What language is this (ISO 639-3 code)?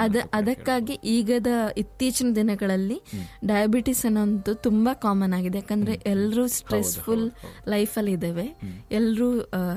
kan